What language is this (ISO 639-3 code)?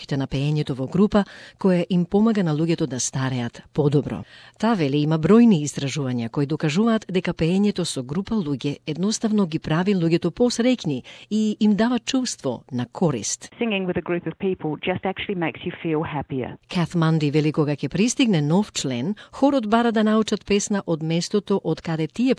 mkd